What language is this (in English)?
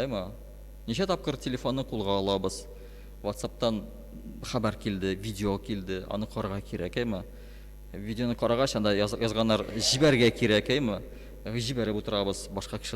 Tatar